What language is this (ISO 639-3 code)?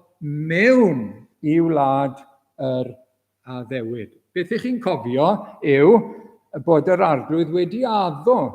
cym